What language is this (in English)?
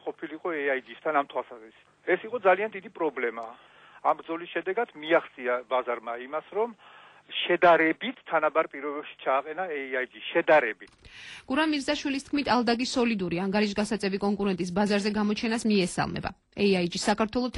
Georgian